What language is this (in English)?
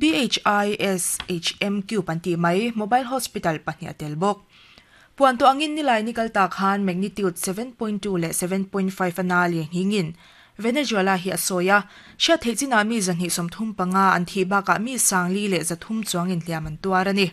Mizo